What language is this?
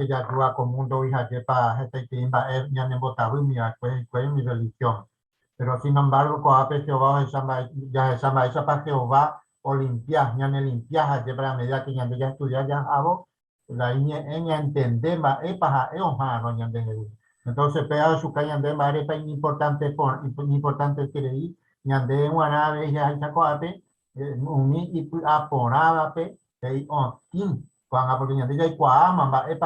Guarani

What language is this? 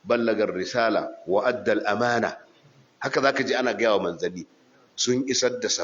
Hausa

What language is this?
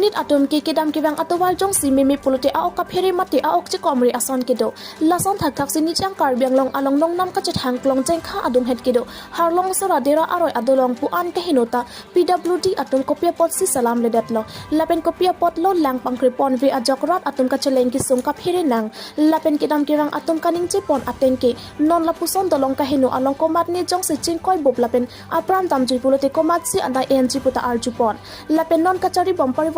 Karbi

